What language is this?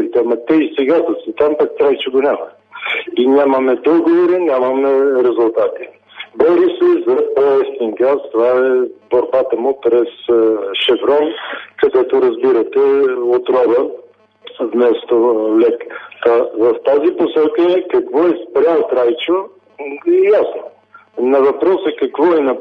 Bulgarian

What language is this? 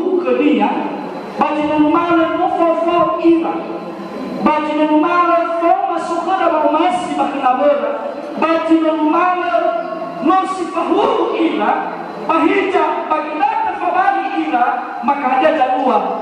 Nias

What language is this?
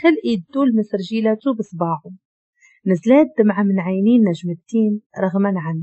Moroccan Arabic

